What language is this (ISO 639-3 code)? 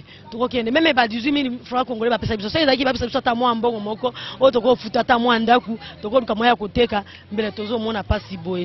lin